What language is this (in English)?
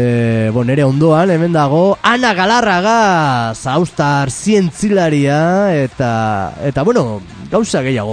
Basque